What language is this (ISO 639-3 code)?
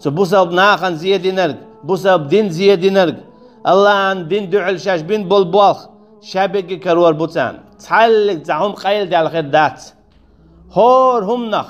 che